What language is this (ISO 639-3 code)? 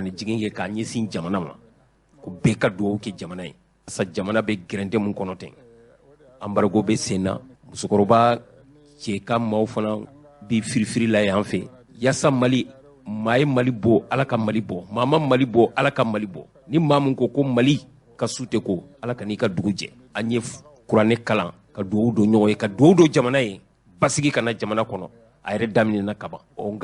bam